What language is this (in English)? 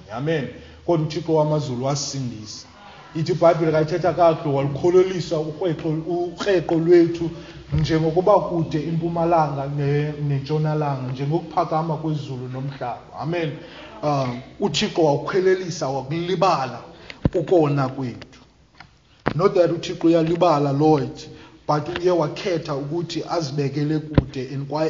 Xhosa